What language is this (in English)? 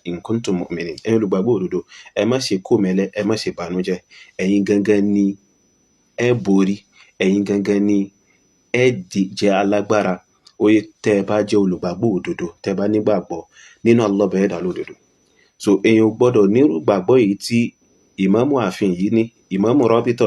Yoruba